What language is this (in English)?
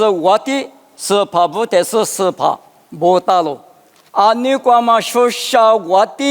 Lisu